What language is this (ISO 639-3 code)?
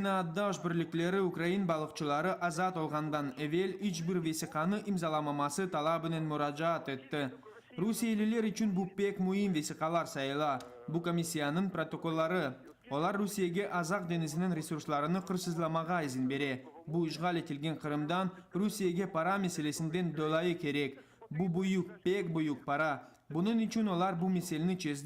crh